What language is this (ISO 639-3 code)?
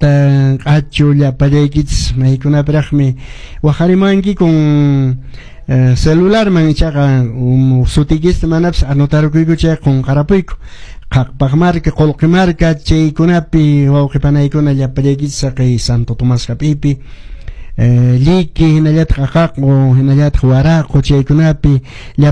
que